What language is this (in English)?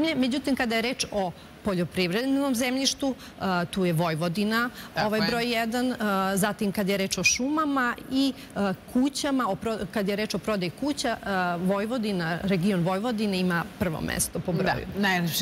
Serbian